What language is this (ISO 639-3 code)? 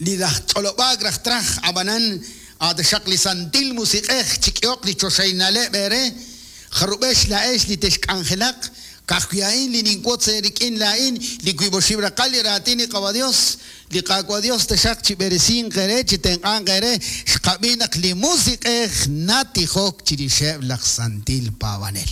kek